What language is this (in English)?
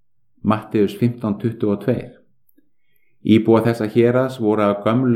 Icelandic